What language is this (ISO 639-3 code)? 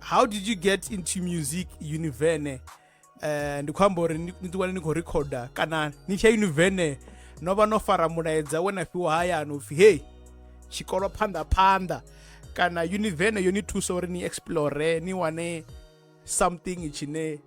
ven